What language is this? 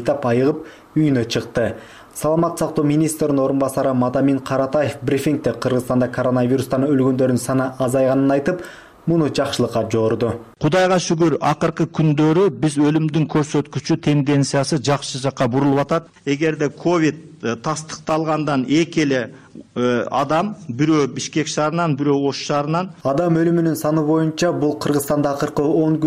Kyrgyz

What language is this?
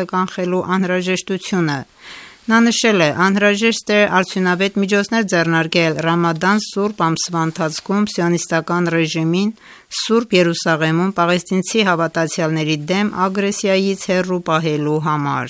Armenian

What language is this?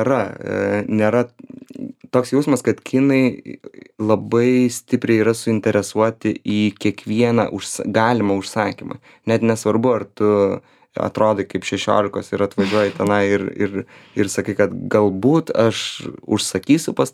Lithuanian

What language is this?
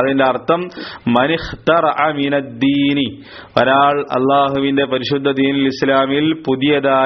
Malayalam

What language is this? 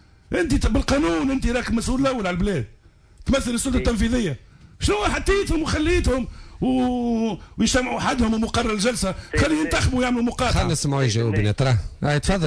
Tunisian Arabic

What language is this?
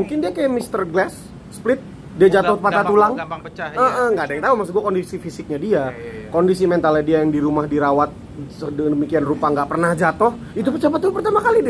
Indonesian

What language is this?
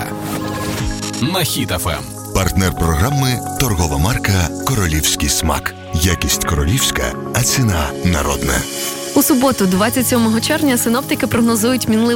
Ukrainian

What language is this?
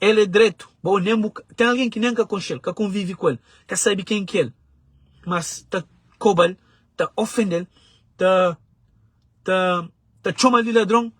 Kabuverdianu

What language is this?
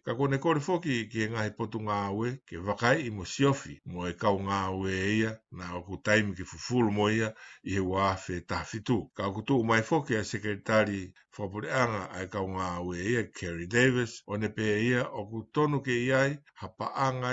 Tongan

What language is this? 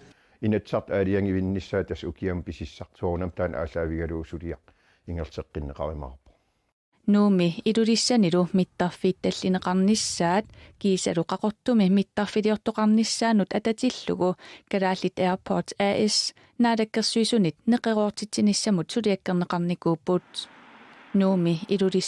Kalaallisut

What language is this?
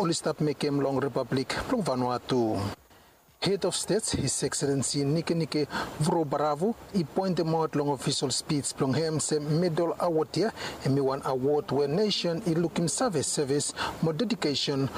Bislama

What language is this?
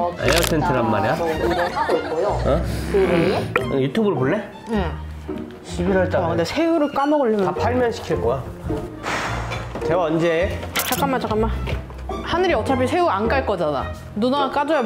Korean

